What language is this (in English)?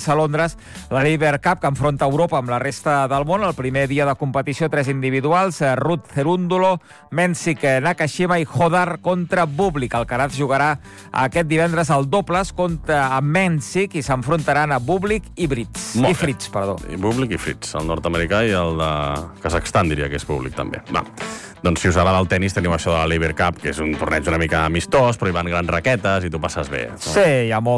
Catalan